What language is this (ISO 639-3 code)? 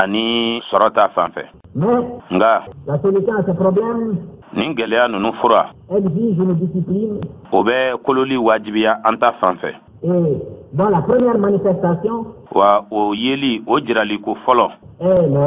bam